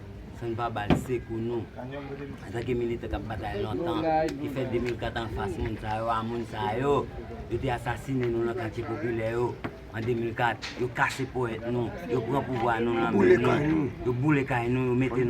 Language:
Haitian Creole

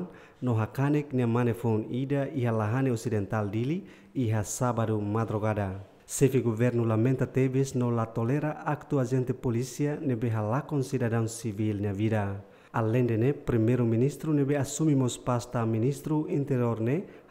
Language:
Tetum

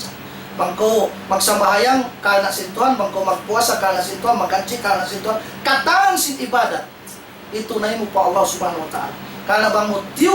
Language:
Tausug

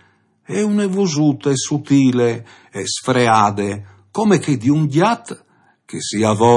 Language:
Friulian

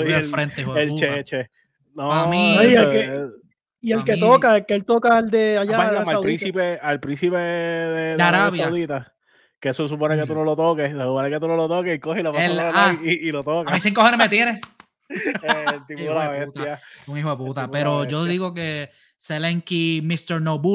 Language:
Spanish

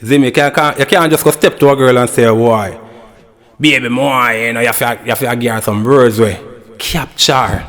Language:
Jamaican Creole English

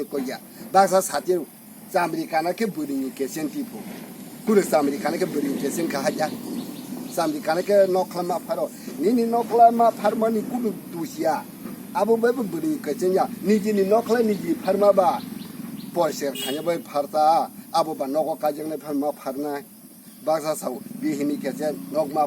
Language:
Kok Borok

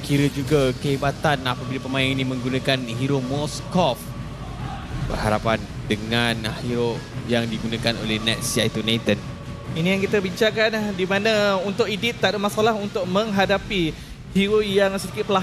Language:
Malay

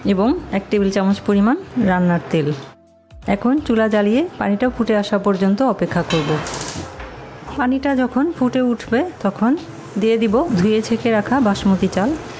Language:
Bangla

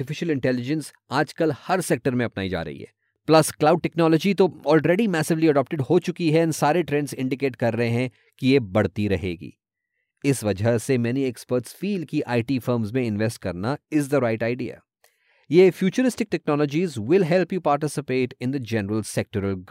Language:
Hindi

